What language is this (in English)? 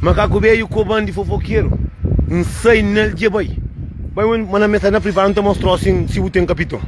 Kabuverdianu